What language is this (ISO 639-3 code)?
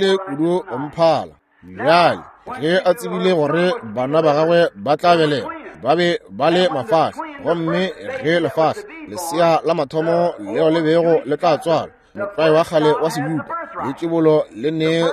nso